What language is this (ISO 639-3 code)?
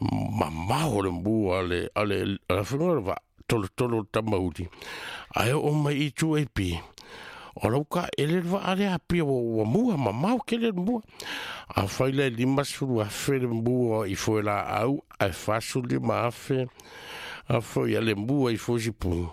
smo